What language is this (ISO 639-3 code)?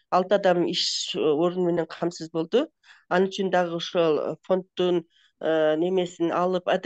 kir